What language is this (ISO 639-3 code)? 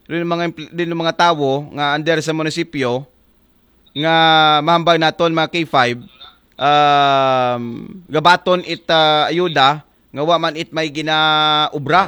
akl